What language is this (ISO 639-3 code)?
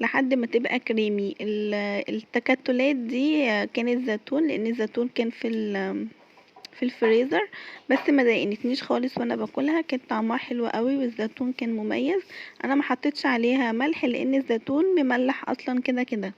arz